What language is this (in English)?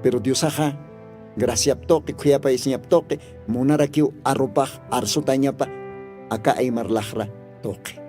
Aymara